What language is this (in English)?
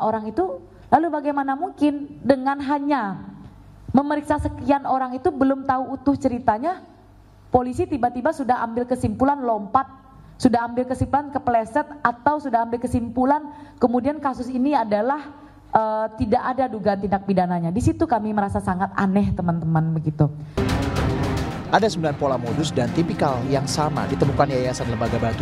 Indonesian